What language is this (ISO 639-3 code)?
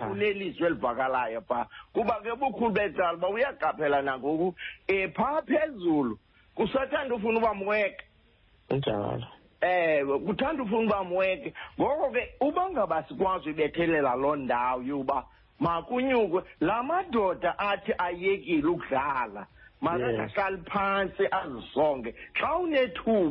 xho